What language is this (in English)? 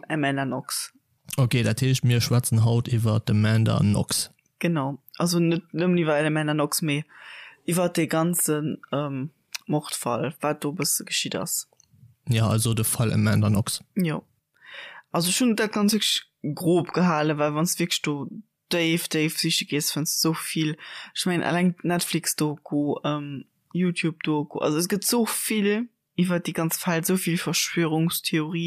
Luxembourgish